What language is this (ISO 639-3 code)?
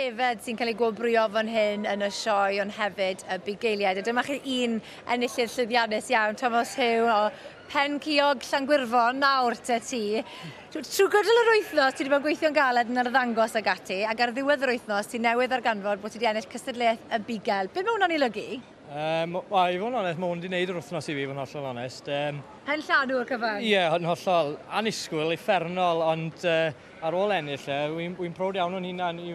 cym